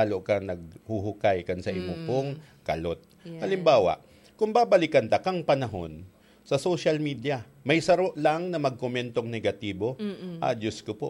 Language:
Bikol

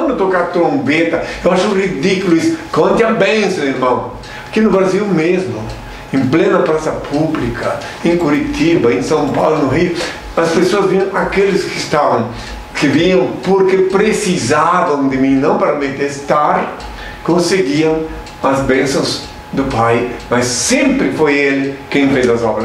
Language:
Portuguese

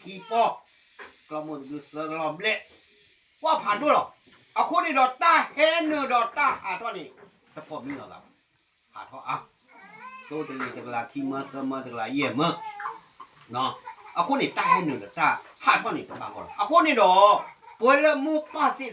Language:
S'gaw Karen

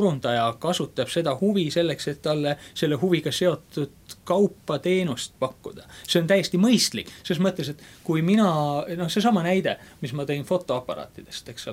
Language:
Estonian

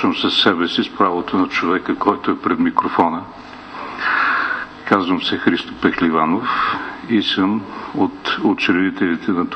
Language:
Bulgarian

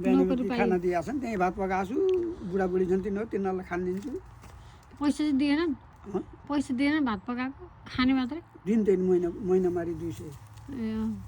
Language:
Nepali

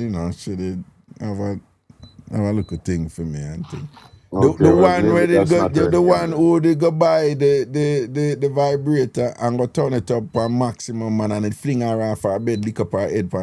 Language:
Jamaican Creole English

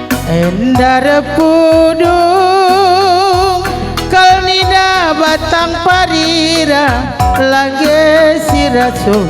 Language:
Batak Karo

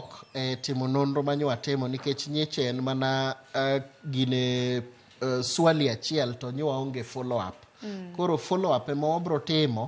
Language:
Luo (Kenya and Tanzania)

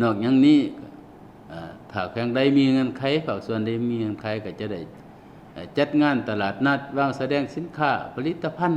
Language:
Lao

